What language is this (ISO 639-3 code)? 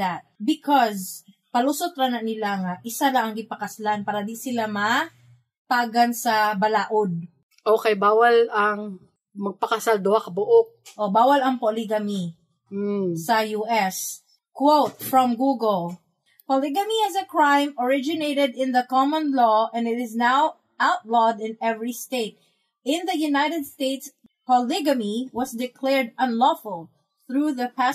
ceb